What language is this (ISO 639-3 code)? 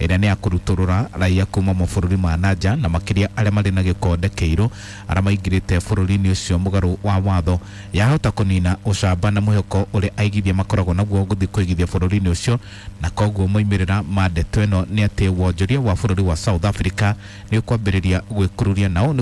kik